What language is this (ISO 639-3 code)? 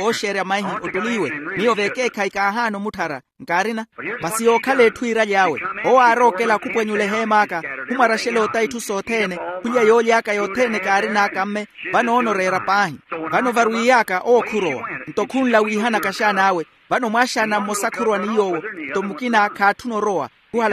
vmw